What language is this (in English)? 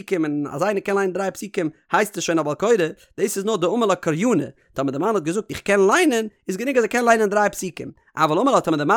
Yiddish